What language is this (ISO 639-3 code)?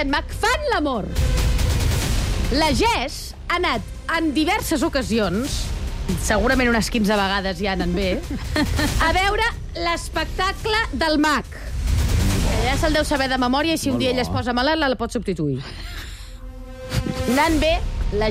cat